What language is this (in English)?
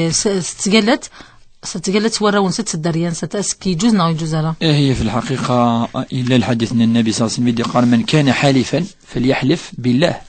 Kabyle